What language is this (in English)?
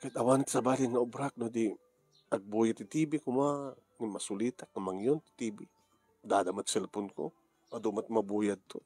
Iloko